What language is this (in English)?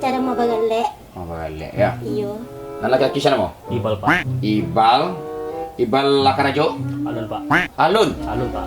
Minangkabau